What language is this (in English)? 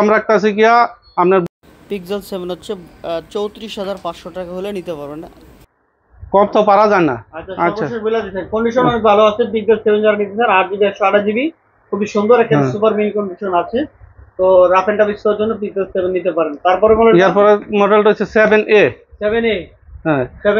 Bangla